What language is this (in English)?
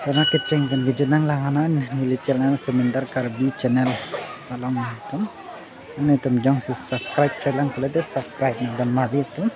Karbi